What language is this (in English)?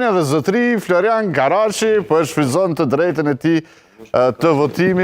Albanian